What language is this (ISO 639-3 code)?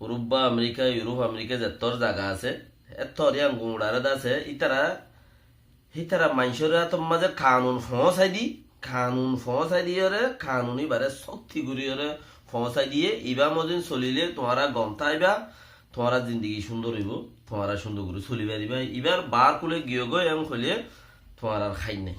rhg